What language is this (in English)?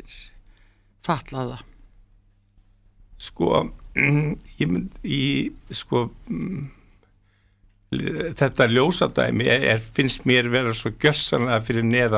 Icelandic